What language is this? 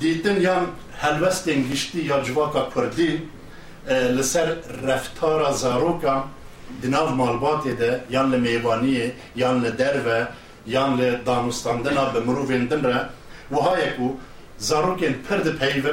Kurdish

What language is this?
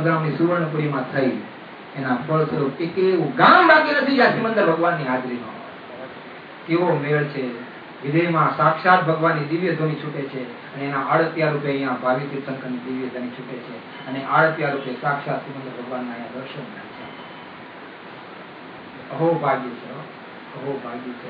Gujarati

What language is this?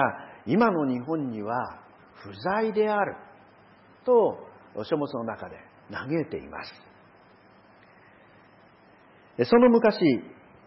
Japanese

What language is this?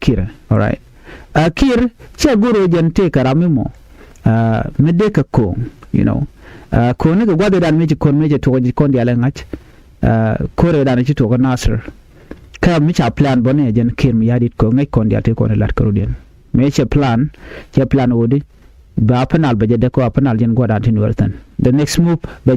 Nuer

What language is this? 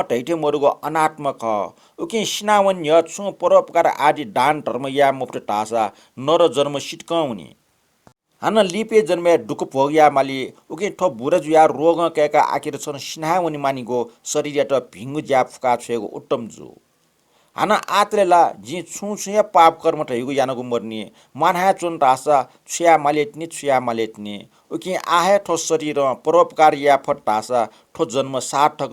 Newari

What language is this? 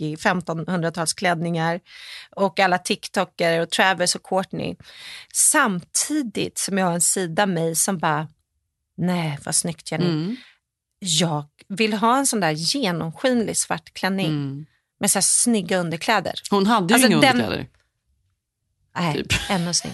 Swedish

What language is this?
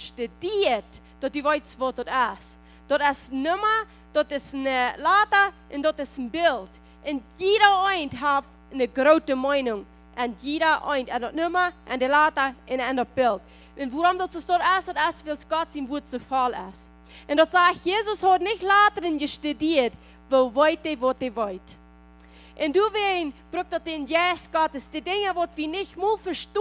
Plautdietsch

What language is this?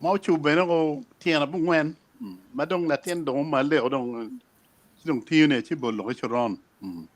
Acoli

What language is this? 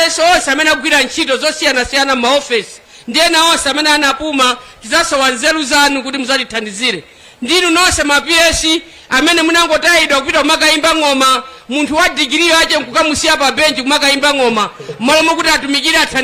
Nyanja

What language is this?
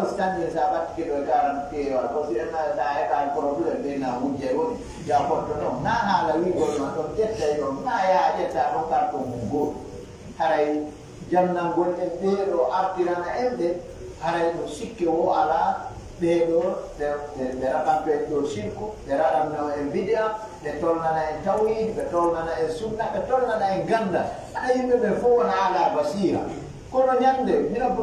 Pular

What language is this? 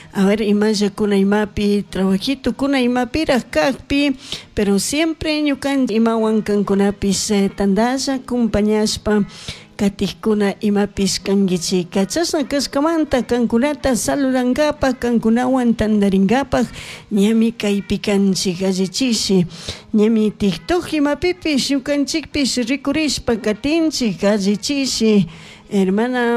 Chimborazo Highland Quichua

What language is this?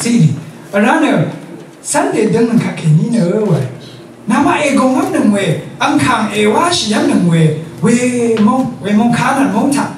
Rawang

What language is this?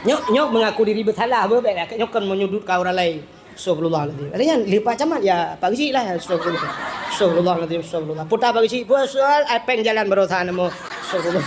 Achinese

